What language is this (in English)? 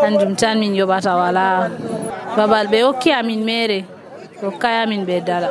Nigerian Fulfulde